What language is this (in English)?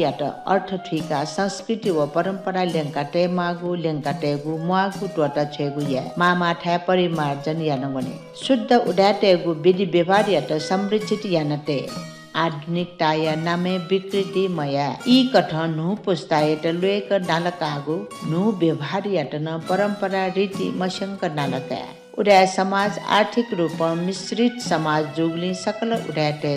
Newari